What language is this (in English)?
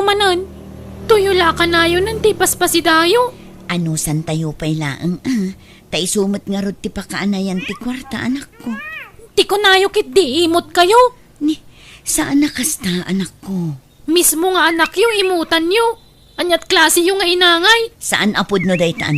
Iloko